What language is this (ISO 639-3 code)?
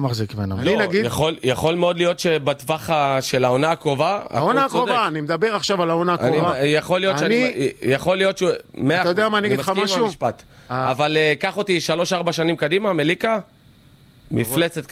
heb